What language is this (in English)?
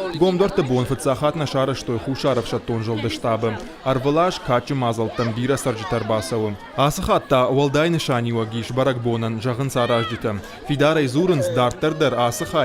Ossetic